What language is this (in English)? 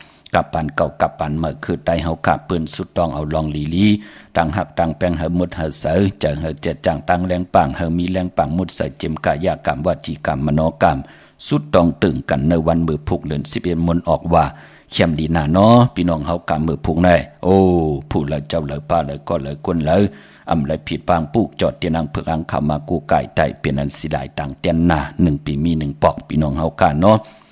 Shan